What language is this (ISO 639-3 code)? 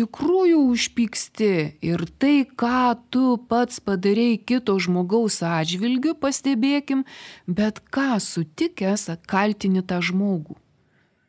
lit